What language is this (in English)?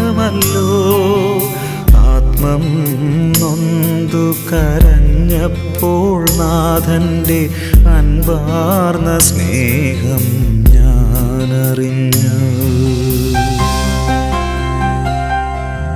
Malayalam